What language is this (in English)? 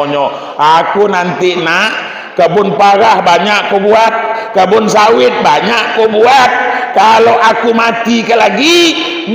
Minangkabau